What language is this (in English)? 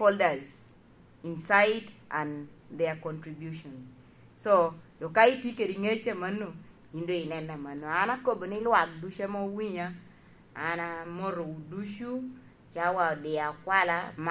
Lango (Uganda)